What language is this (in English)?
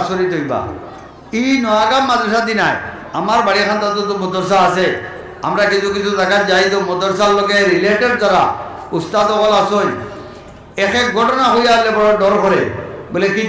Sylheti